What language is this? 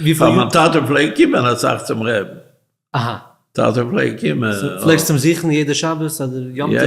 Yiddish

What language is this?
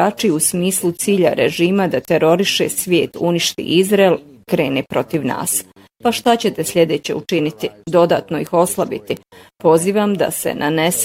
Bosnian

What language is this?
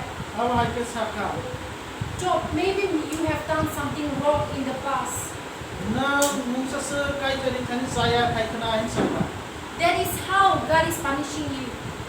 Kok Borok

